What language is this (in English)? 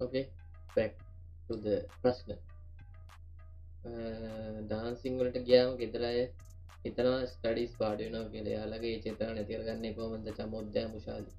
Sinhala